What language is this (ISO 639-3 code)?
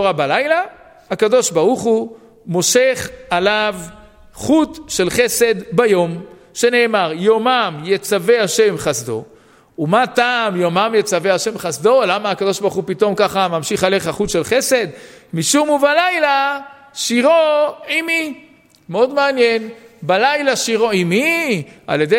heb